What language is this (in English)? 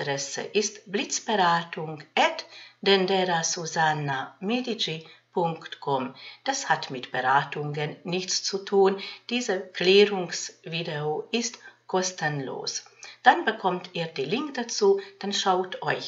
German